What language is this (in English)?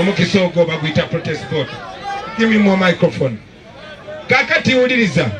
Ganda